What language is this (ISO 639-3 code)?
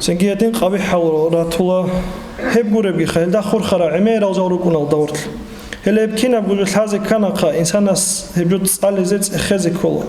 ava